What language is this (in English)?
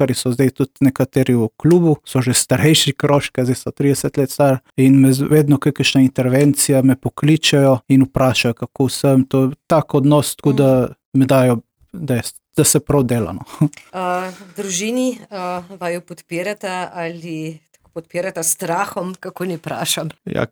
Slovenian